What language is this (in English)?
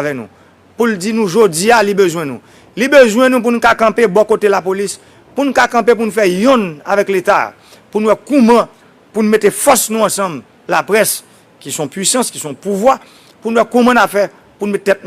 Haitian Creole